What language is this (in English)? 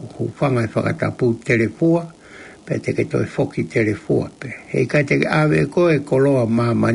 Tongan